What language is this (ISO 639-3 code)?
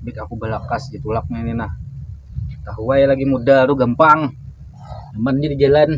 bjn